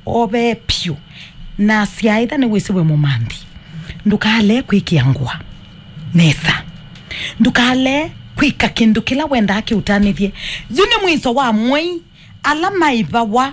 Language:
Kamba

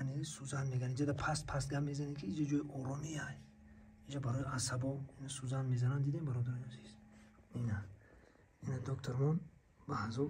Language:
Tajik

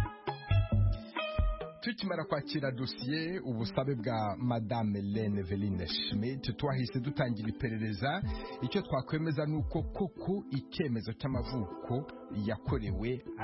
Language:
Kinyarwanda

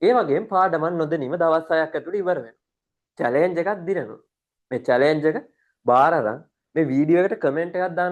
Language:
Sinhala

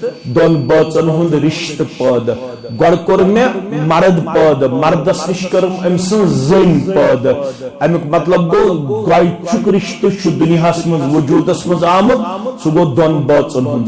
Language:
Kashmiri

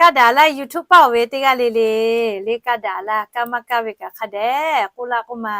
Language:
Lahu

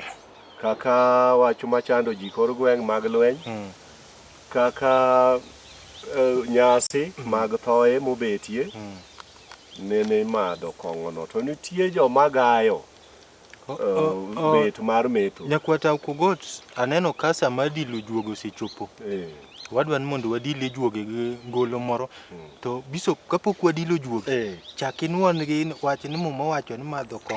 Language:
Luo (Kenya and Tanzania)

